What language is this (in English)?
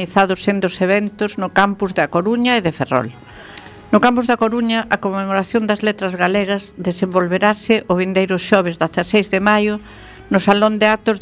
Galician